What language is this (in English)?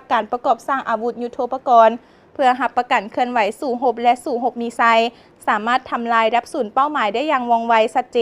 Lao